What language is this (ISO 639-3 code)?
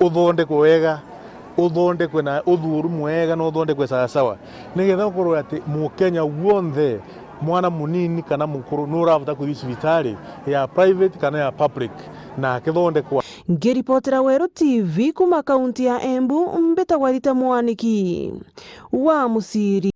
mer